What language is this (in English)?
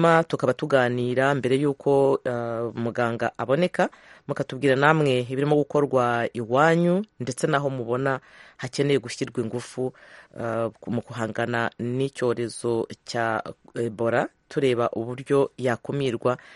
Kinyarwanda